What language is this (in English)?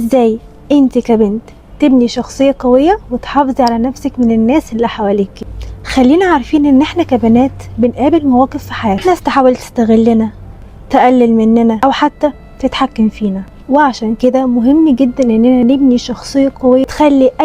Egyptian Arabic